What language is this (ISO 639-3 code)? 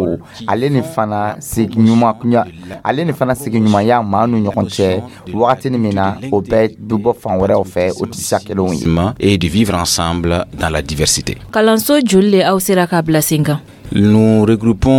dyu